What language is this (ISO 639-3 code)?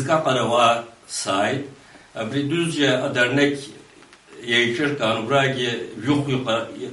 abk